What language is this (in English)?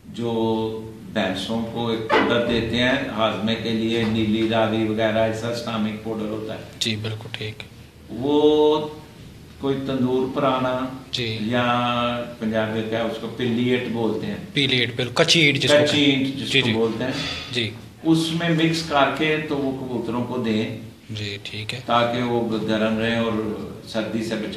Hindi